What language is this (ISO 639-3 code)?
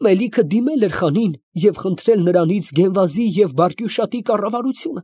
hye